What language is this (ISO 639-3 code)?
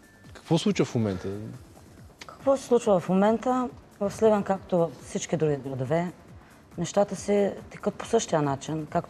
bul